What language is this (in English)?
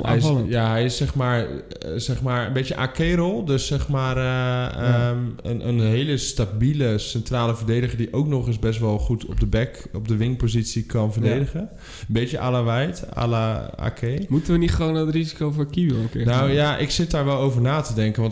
Dutch